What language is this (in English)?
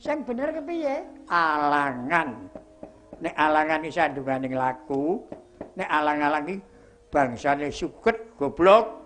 Javanese